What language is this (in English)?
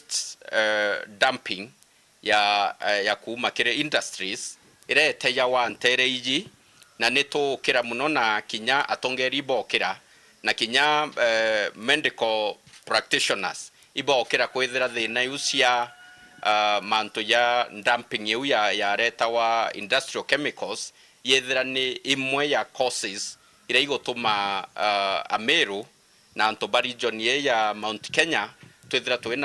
Meru